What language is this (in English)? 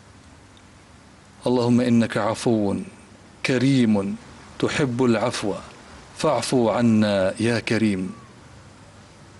Arabic